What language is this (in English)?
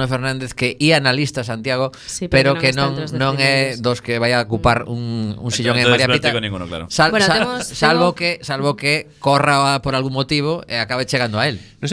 Galician